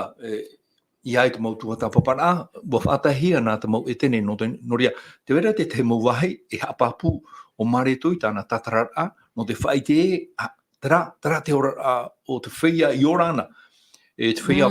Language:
Tahitian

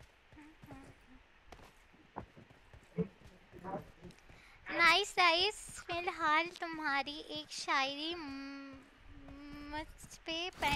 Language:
Hindi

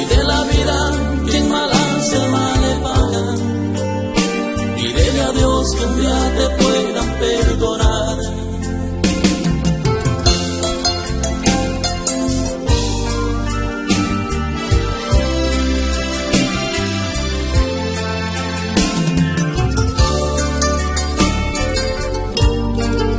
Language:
Spanish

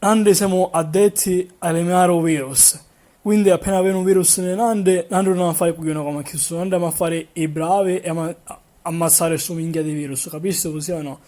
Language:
Sicilian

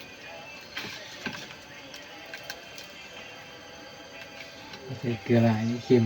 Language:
Northeastern Thai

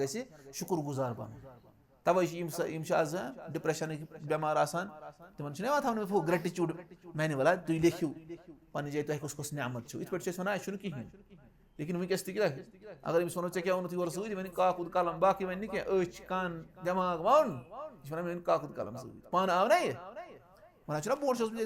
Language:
Kashmiri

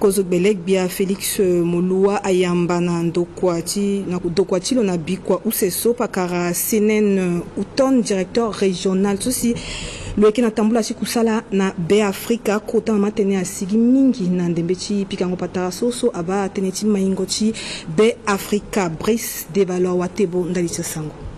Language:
Sango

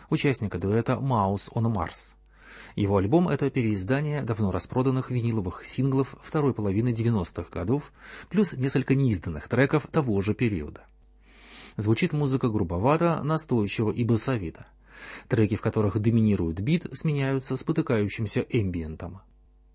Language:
Russian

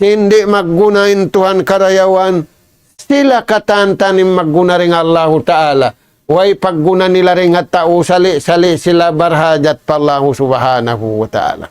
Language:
Tausug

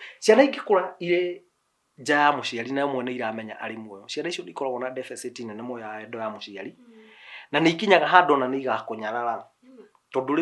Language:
Kikuyu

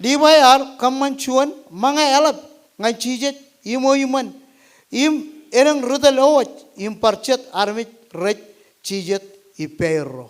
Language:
Marshallese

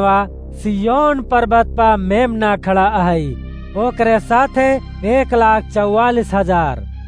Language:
Awadhi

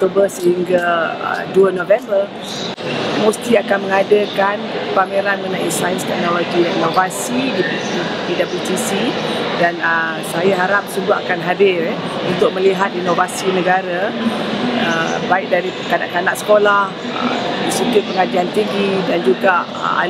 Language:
Malay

